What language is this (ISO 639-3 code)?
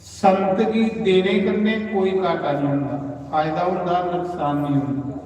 doi